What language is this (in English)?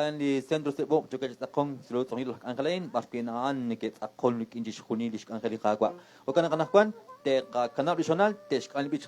Kekchí